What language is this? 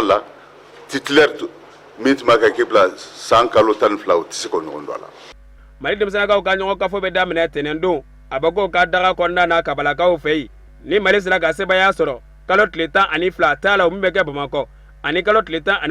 Bambara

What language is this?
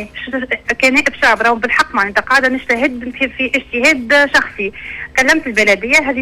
Tunisian Arabic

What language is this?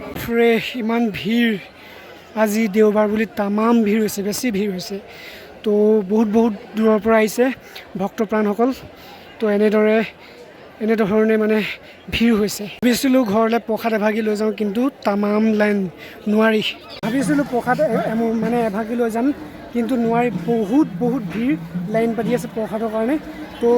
Assamese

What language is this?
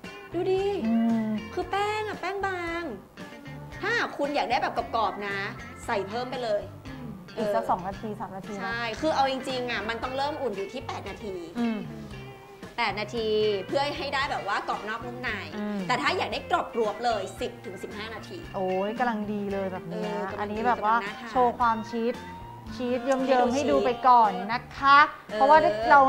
Thai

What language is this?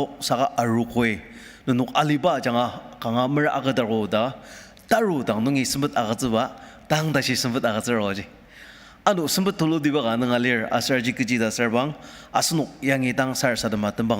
Ao Naga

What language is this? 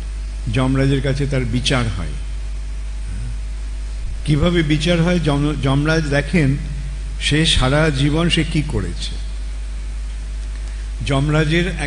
Bangla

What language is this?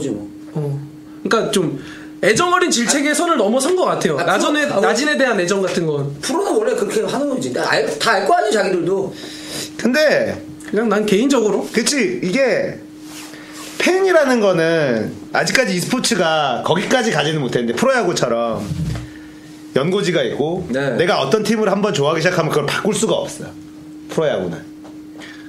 Korean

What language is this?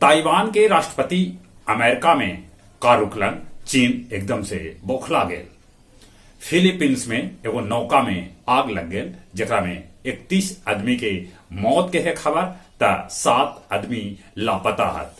Magahi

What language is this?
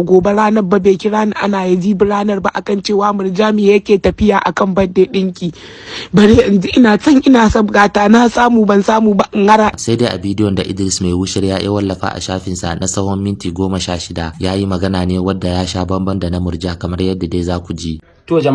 Hausa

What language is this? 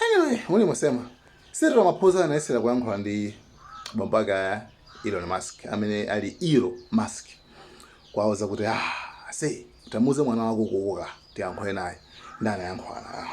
Nyanja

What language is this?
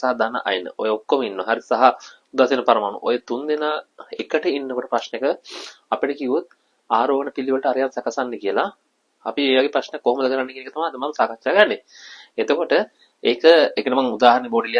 Sinhala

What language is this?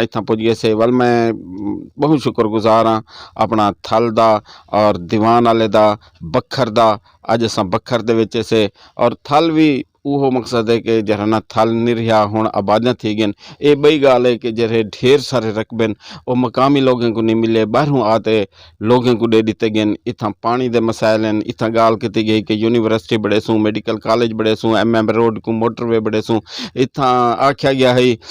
Saraiki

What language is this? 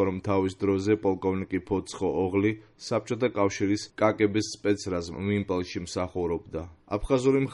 Georgian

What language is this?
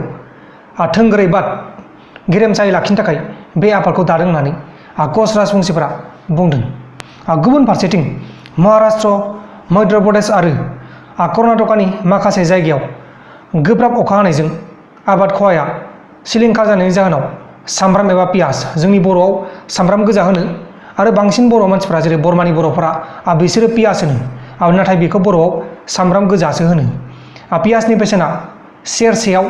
Bodo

